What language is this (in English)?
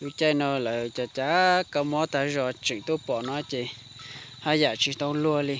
Hmong